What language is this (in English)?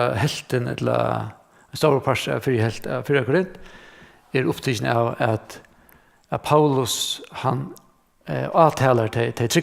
Faroese